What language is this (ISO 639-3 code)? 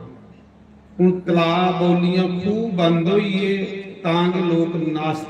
doi